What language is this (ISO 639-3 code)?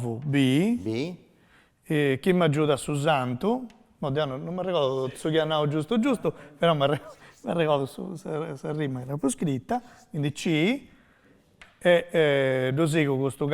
srd